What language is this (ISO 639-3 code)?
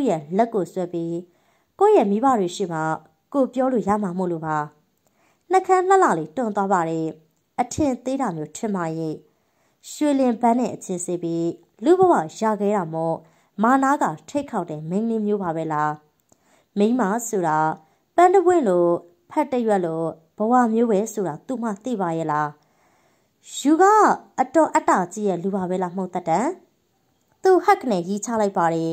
mya